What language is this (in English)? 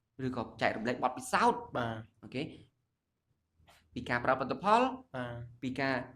Khmer